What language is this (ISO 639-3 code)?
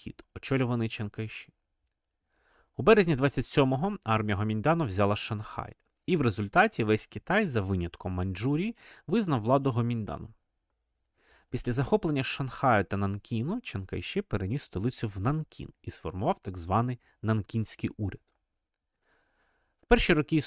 ukr